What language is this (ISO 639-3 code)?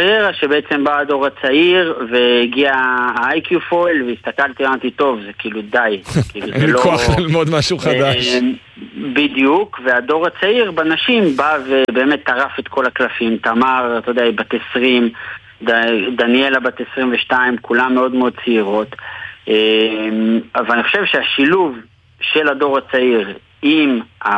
heb